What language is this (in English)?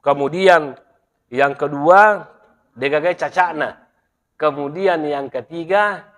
Buginese